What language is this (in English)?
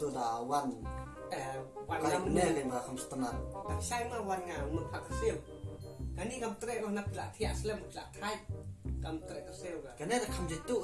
Khasi